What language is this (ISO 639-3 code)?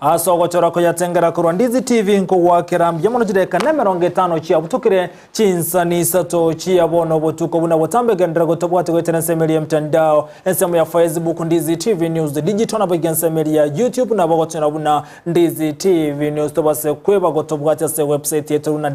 guz